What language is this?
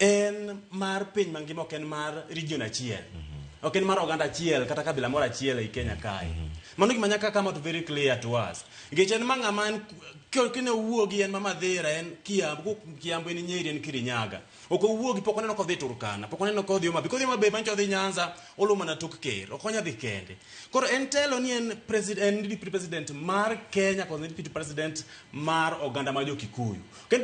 Luo (Kenya and Tanzania)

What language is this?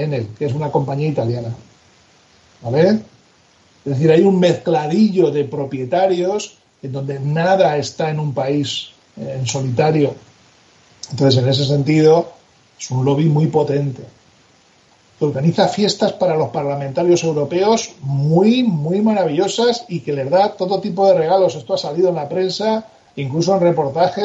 Spanish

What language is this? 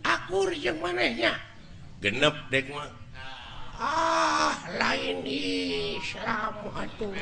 Sundanese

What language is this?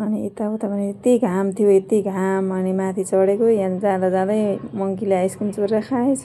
Nepali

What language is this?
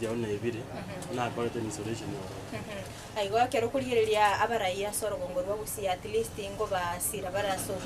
Gusii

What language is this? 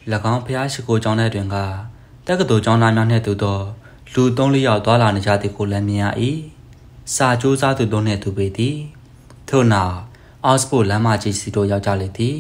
Burmese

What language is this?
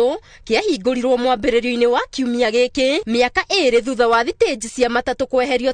Kikuyu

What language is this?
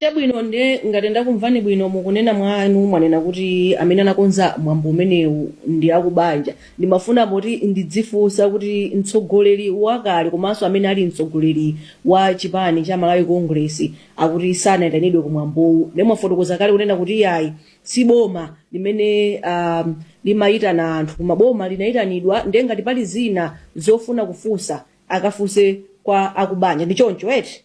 Nyanja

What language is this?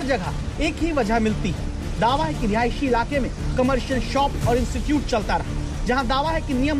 Hindi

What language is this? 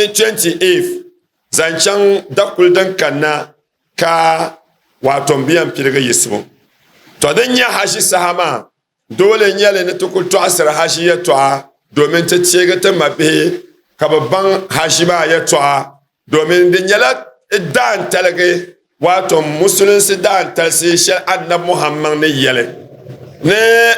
Dagbani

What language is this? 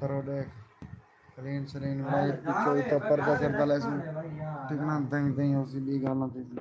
Saraiki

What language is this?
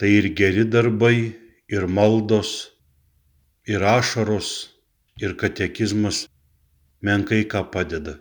Lithuanian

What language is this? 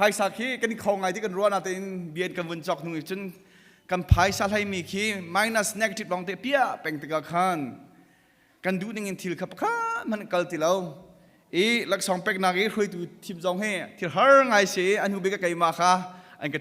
Hakha Chin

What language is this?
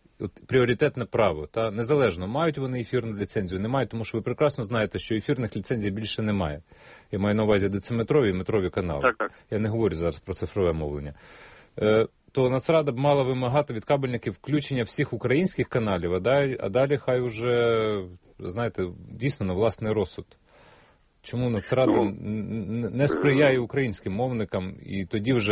Ukrainian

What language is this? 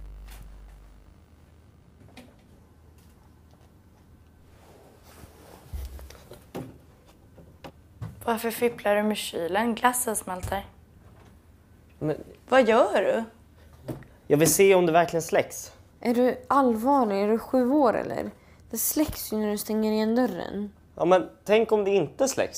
Swedish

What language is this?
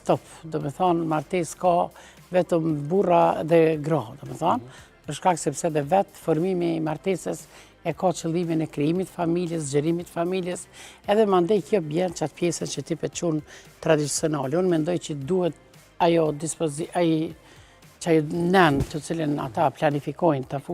Albanian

